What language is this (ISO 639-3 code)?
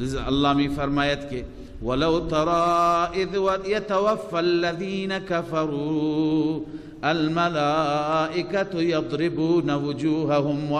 fas